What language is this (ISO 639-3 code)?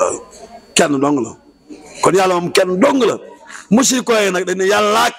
wol